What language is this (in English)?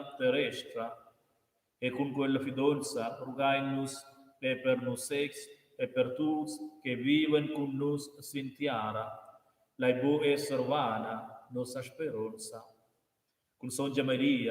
Romansh